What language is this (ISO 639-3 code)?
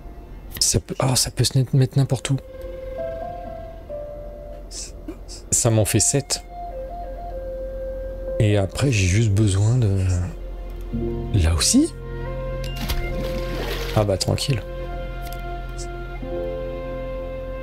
fra